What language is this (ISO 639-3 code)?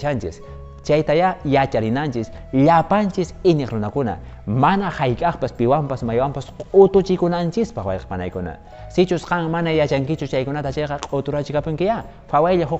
que